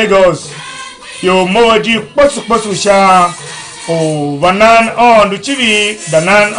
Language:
Tiv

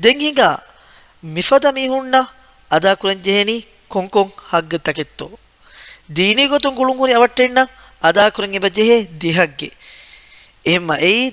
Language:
Divehi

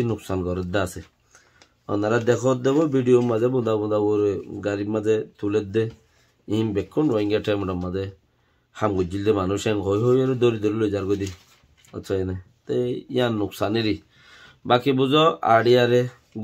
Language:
Rohingya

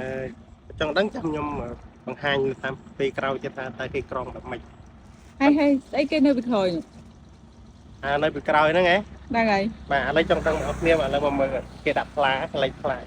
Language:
Khmer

